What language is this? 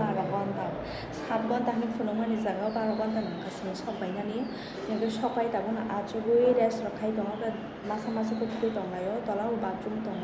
Kok Borok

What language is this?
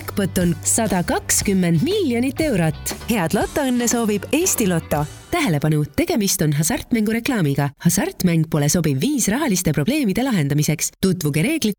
Estonian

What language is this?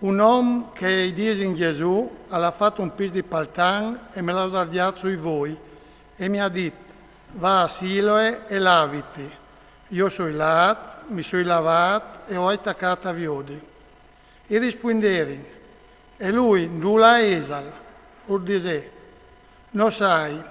Friulian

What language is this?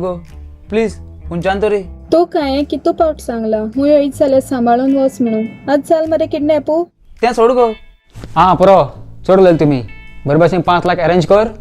Konkani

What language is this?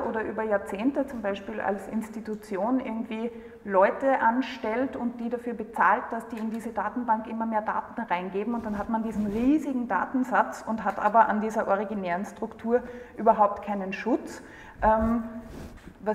German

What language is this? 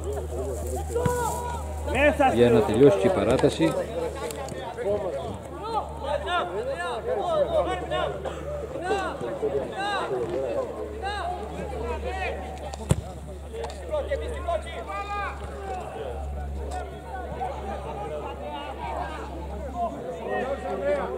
Greek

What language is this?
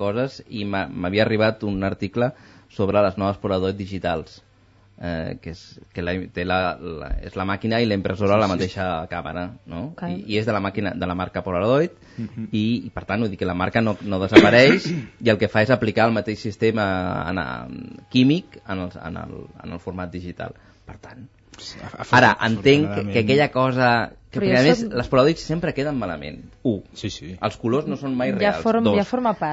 Catalan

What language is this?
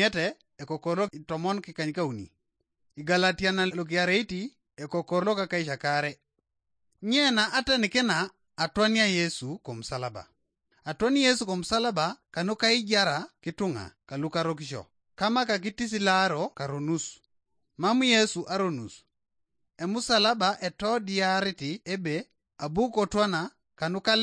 Teso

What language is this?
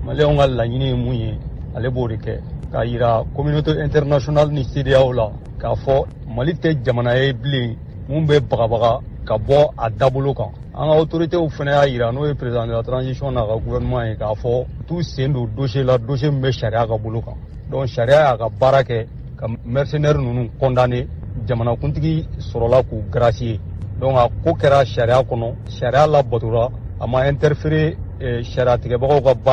Bambara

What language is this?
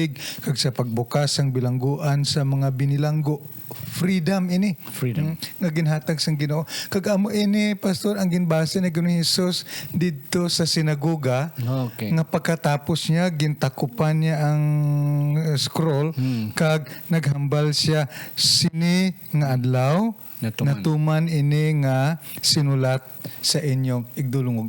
Hiligaynon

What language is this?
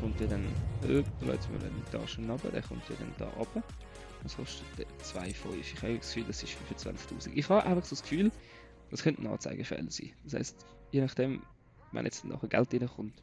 Swiss German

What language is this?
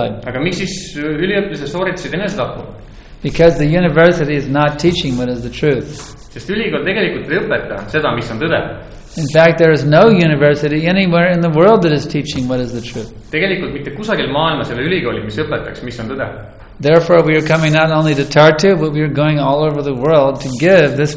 Estonian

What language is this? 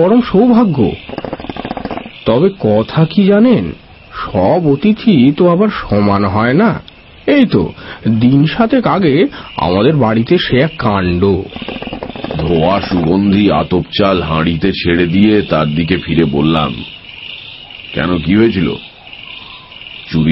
Bangla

